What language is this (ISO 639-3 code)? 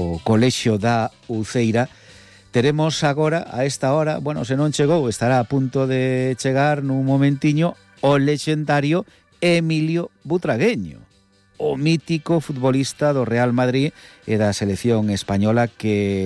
glg